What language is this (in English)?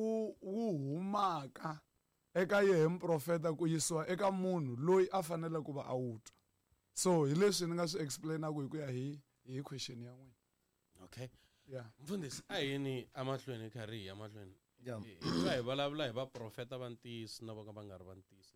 Tsonga